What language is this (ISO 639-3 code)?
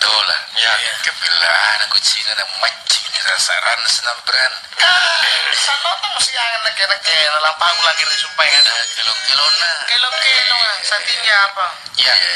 mak